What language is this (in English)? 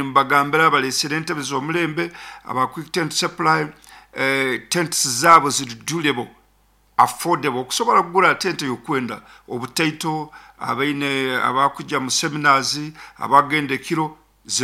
Nyankole